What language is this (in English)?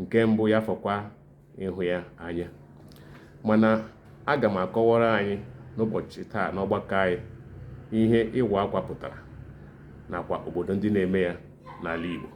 Igbo